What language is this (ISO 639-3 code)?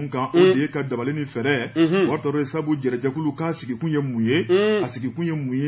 bam